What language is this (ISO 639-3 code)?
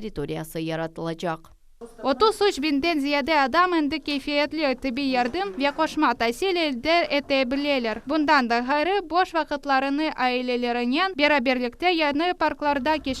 crh